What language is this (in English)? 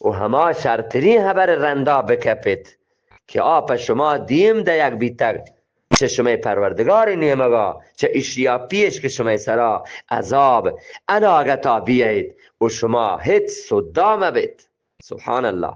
Eastern Balochi